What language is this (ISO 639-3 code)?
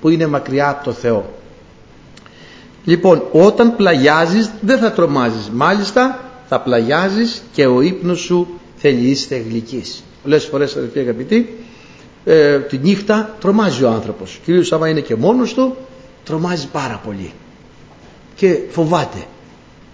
ell